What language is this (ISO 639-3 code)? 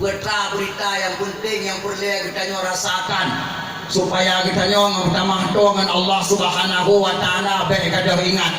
ace